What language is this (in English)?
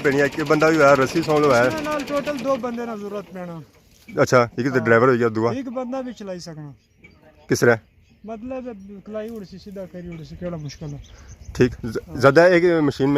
Pahari-Potwari